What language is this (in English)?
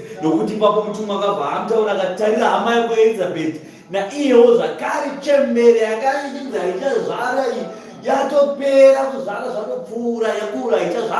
Shona